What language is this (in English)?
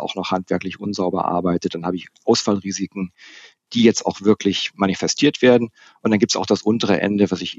German